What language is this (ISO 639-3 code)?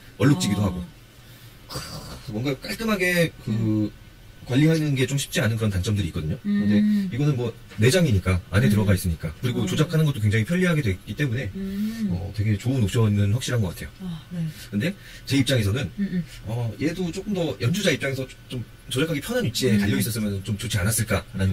kor